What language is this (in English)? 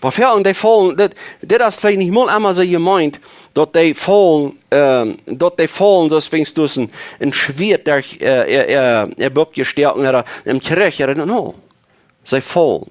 Plautdietsch